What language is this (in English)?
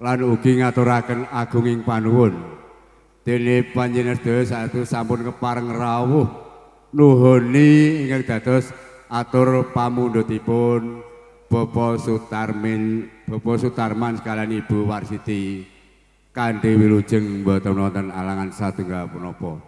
Javanese